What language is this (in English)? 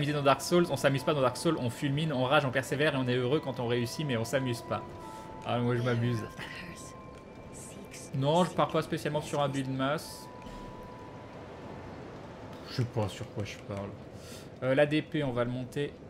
French